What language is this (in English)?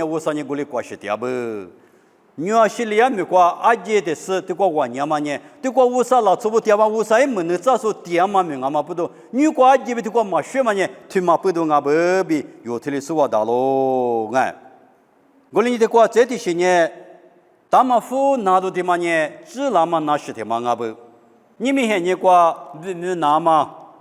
Lisu